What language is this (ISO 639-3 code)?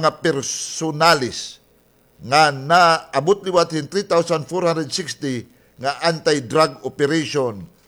war